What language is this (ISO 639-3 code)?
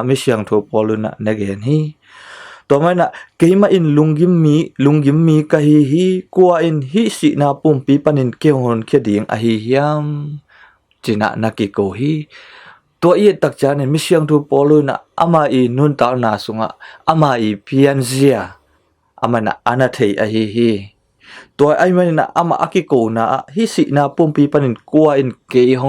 ctd